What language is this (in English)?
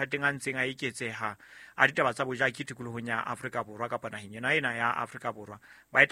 Southern Sotho